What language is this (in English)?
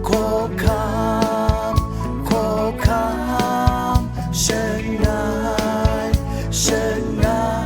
Kachin